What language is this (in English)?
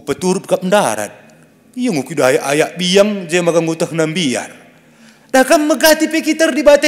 Batak Karo